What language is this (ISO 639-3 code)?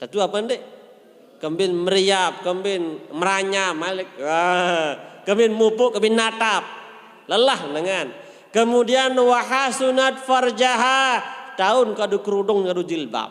sas